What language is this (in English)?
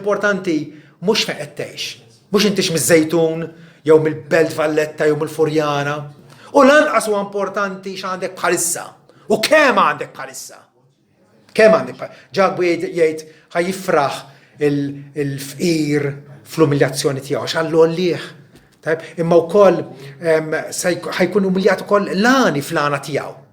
Maltese